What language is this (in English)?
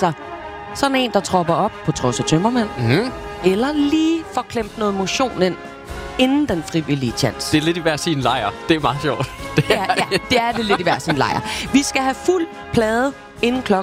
Danish